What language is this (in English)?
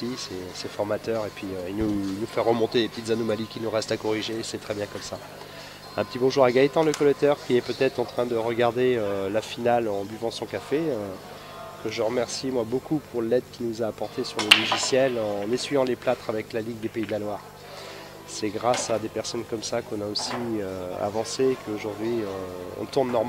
French